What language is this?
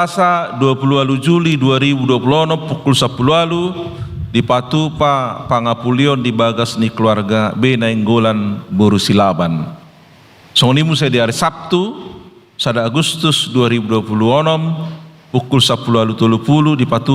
Batak Toba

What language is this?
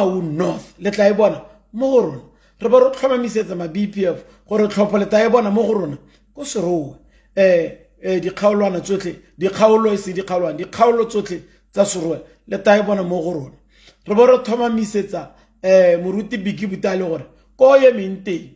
Tswana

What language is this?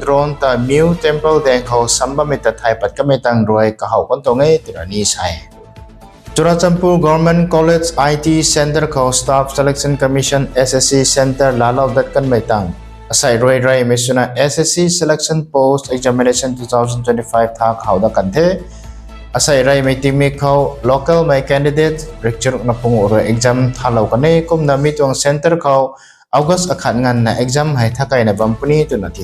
Rongmei Naga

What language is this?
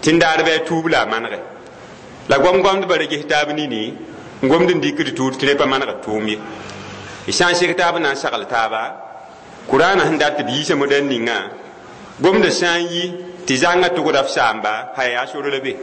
Mossi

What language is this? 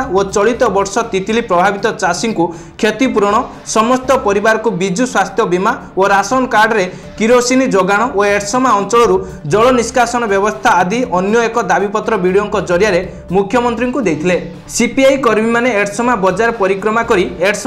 Odia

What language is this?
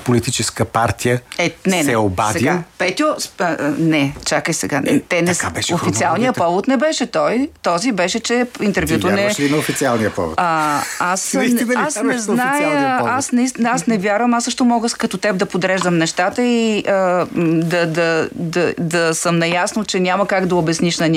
Bulgarian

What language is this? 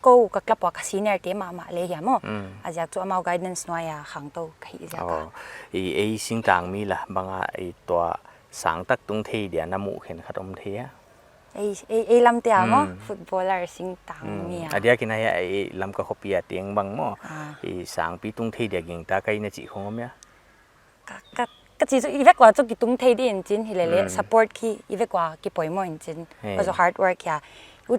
Paite Chin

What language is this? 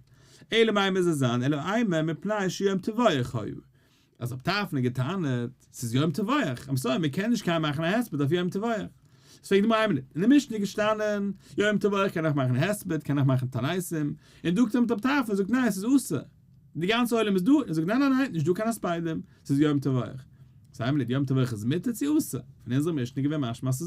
Yiddish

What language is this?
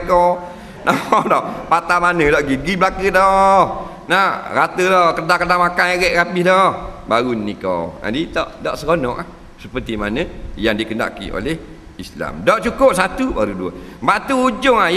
Malay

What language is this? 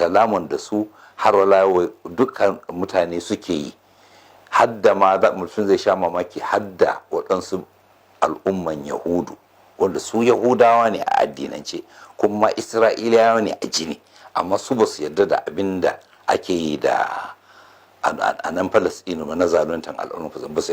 Hausa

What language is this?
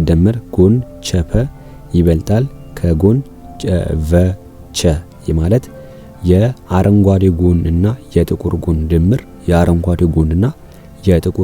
Amharic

